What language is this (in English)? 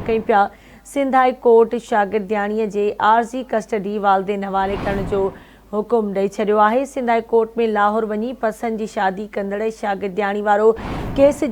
Sindhi